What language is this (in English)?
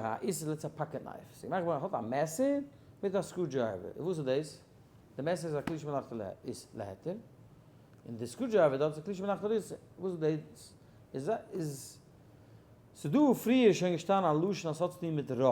Yiddish